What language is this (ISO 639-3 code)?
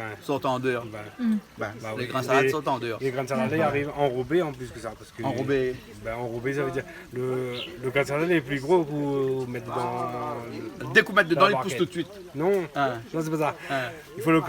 rcf